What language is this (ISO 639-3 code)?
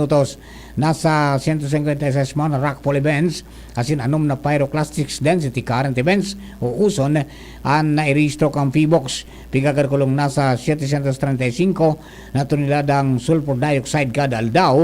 bik